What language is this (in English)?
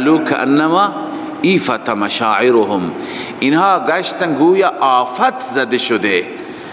Persian